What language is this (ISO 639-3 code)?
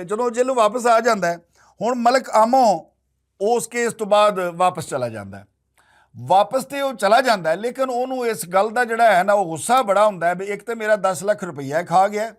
lah